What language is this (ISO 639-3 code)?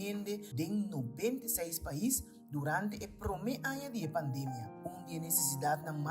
pap